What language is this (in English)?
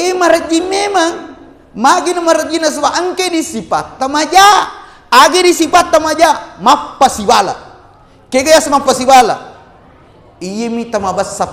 Buginese